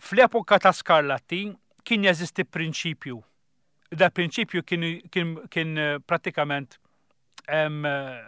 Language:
Maltese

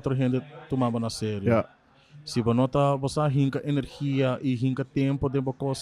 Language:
Papiamento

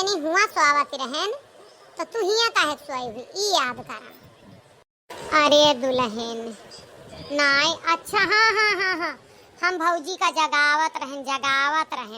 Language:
Awadhi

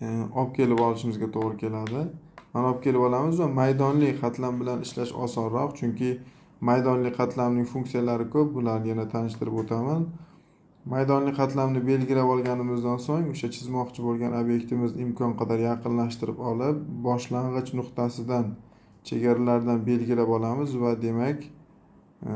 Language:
Uzbek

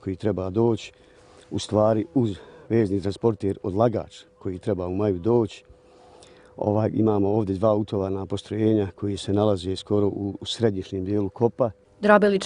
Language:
Bosnian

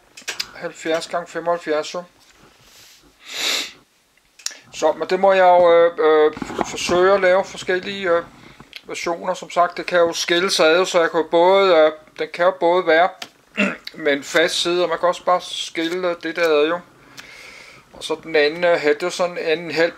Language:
Danish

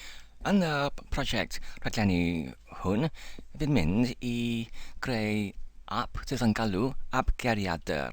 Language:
Welsh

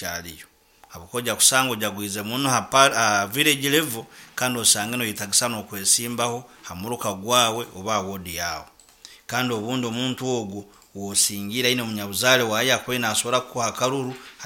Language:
Nyoro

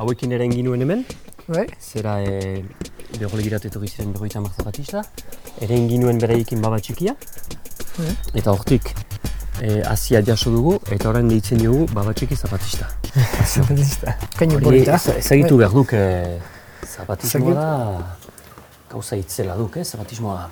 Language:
Basque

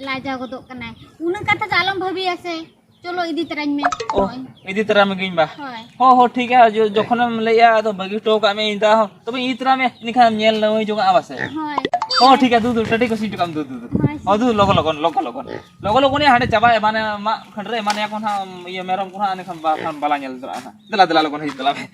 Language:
Santali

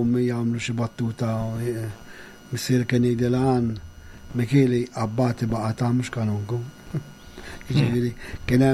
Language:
Maltese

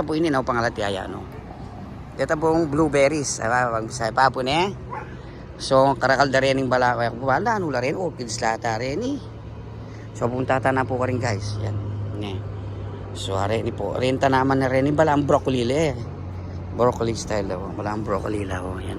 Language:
Pampanga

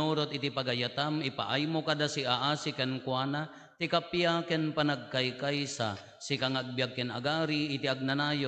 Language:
Iloko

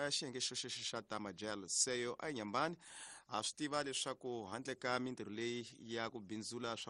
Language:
Tsonga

